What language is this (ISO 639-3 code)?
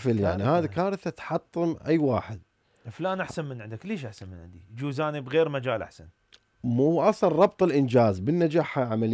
acm